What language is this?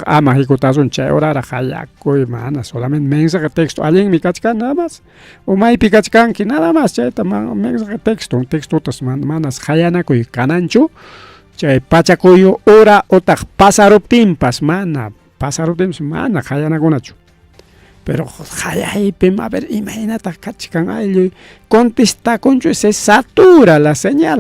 Ayacucho Quechua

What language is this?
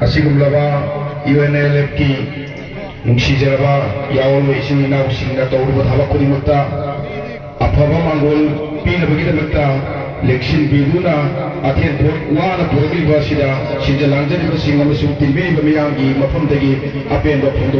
Manipuri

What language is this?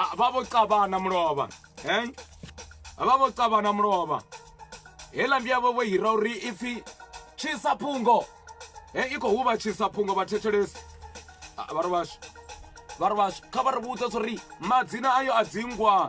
Venda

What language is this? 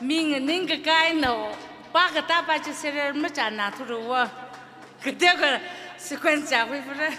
Tangkhul Naga (India)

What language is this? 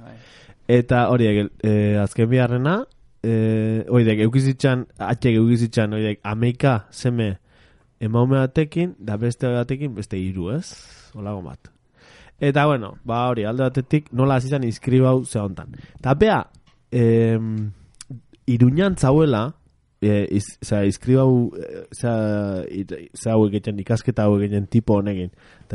Basque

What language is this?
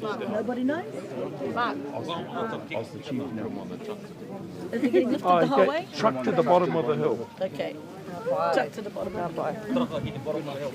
Māori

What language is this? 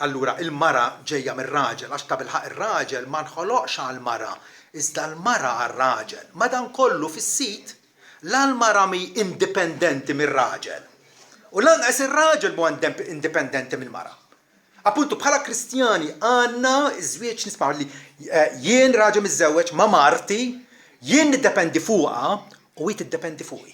Maltese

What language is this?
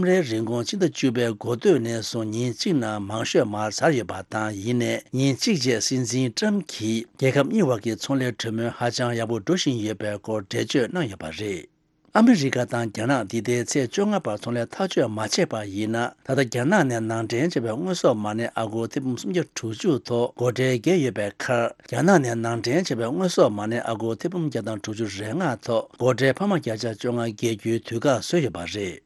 Tibetan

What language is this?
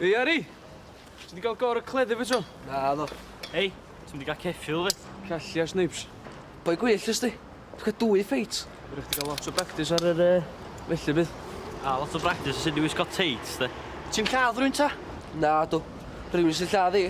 Welsh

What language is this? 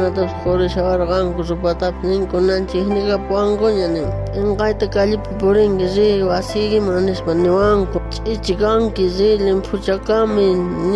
South Bolivian Quechua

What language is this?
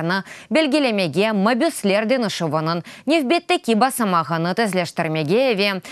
Crimean Tatar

